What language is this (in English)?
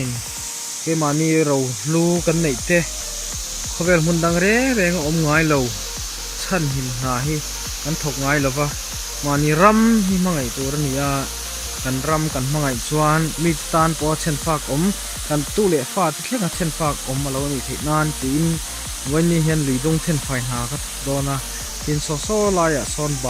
Mizo